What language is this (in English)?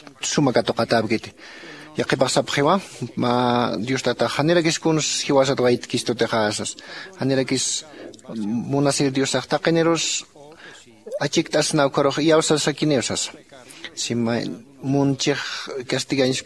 Aymara